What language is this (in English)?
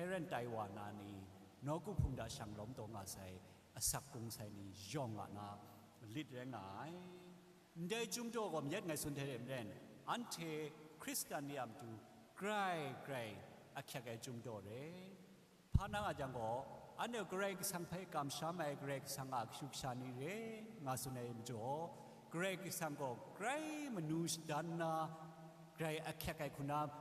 Kachin